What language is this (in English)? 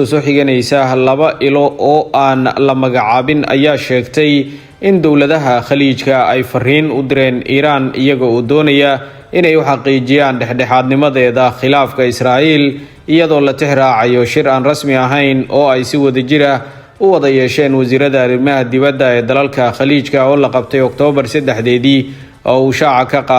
Somali